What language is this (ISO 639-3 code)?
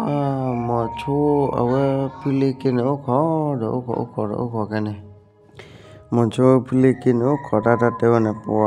ksw